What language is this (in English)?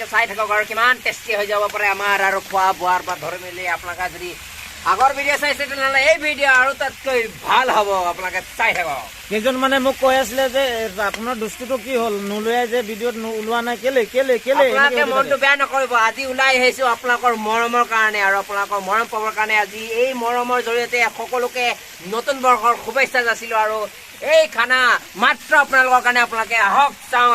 Assamese